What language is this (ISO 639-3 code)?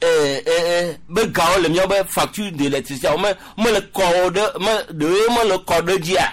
gej